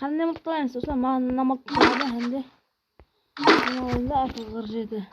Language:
Kara-Kalpak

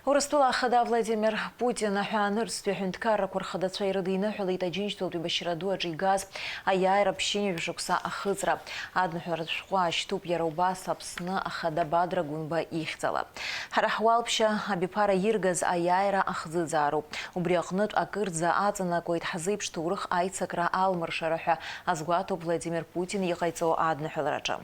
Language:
Abkhazian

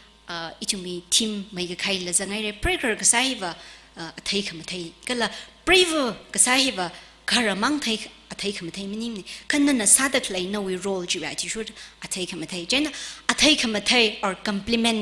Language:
Tangkhul Naga (India)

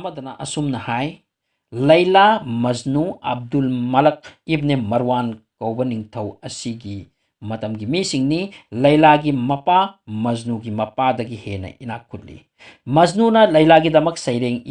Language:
Manipuri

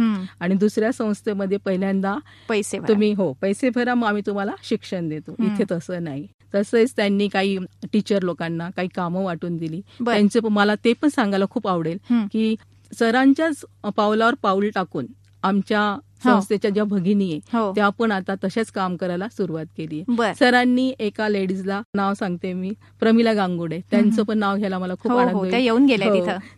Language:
Marathi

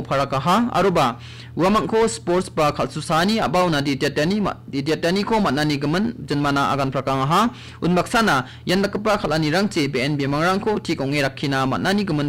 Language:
Garo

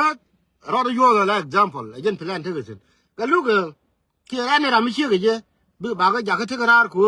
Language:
Nuer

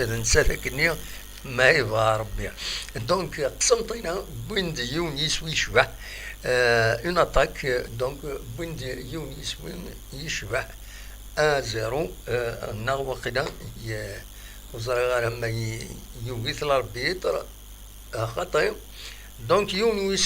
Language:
Kabyle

